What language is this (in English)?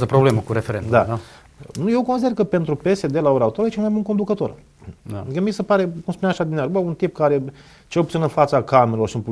Romanian